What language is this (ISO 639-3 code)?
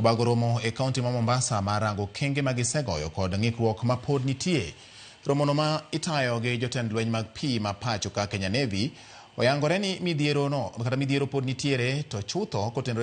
luo